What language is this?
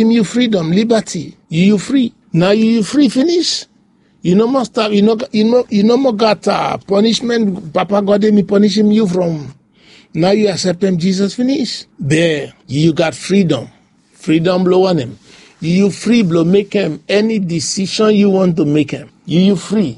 Bislama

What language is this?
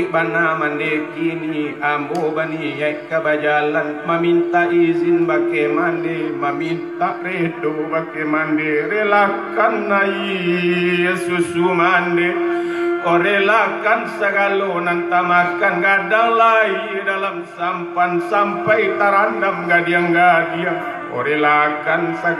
Minangkabau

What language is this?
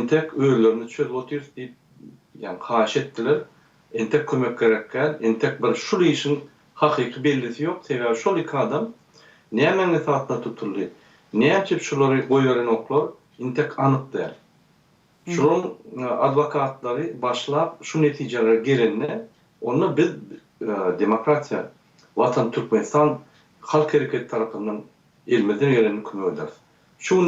Turkmen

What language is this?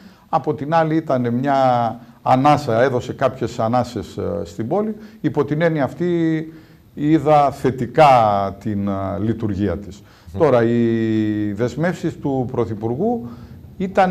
Greek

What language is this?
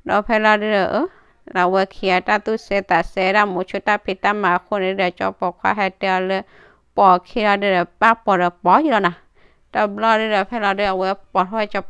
S'gaw Karen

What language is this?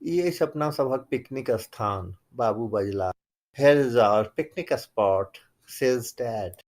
Maithili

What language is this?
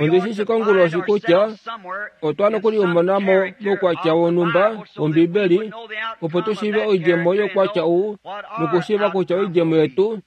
Kuanyama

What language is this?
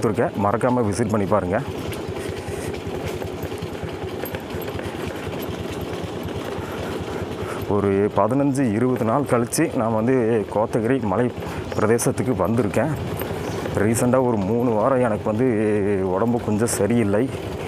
Tamil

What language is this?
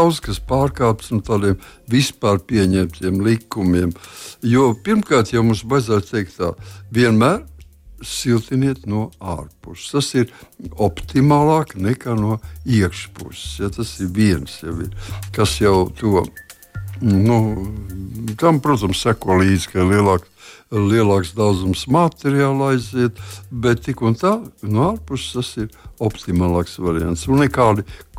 Latvian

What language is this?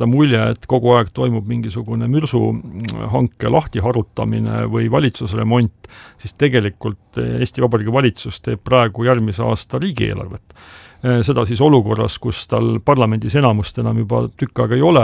Estonian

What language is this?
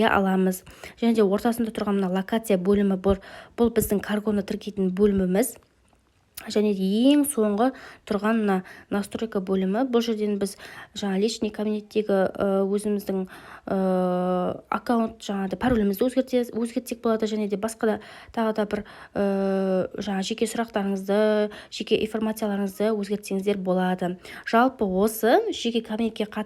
Kazakh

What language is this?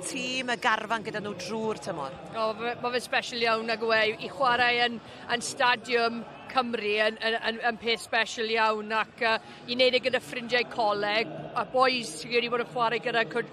Welsh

